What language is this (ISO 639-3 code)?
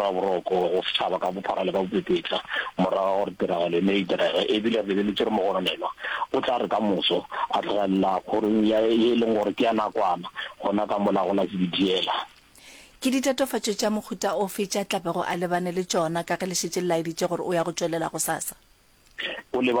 nso